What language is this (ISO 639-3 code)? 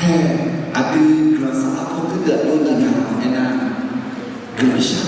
ahk